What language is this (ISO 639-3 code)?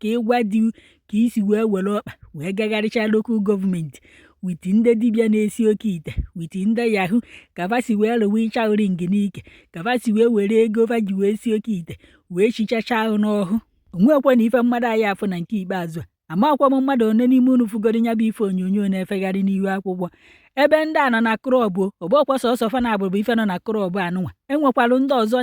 ibo